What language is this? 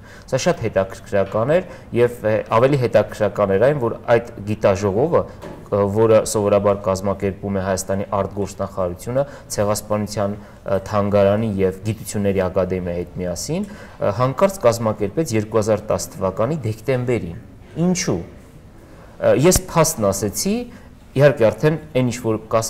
Armenian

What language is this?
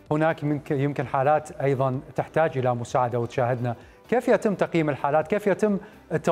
Mesopotamian Arabic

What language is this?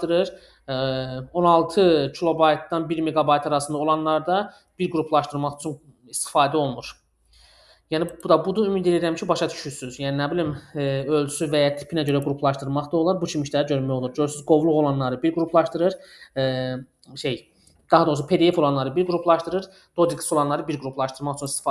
Azerbaijani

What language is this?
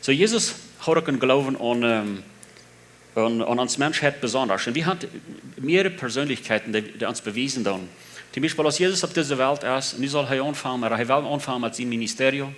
Plautdietsch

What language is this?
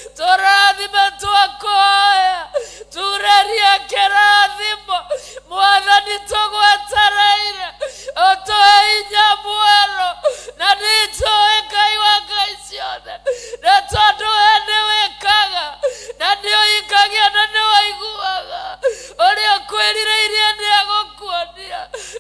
Kikuyu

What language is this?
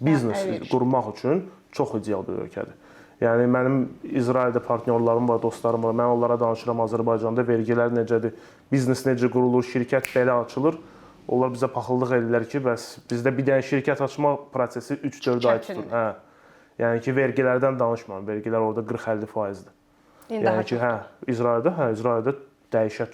Azerbaijani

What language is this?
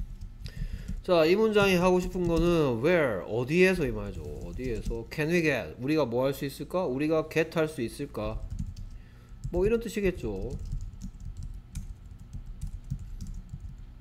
Korean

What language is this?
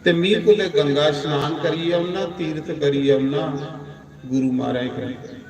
Dogri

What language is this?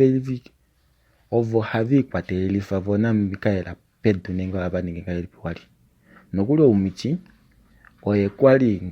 Kuanyama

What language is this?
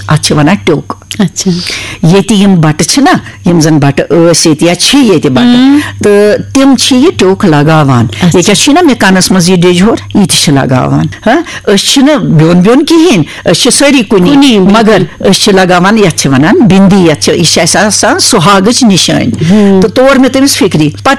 Kashmiri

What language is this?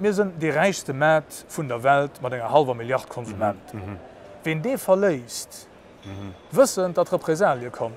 Luxembourgish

